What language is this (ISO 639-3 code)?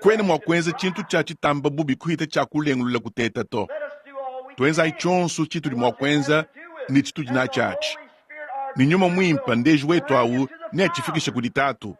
lua